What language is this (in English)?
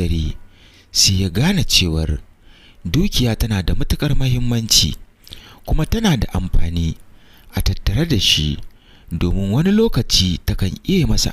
Hausa